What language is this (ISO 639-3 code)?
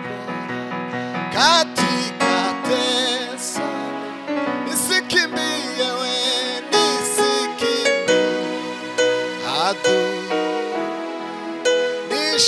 kin